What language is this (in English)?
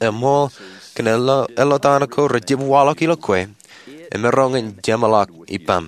Marshallese